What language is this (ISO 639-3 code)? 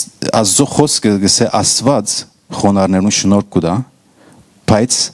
hyw